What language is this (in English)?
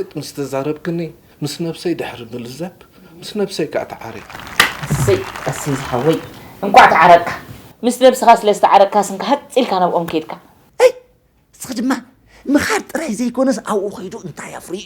Tigrinya